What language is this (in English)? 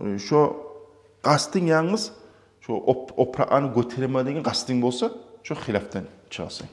Kumyk